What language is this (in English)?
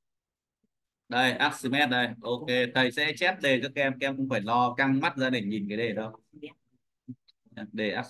Vietnamese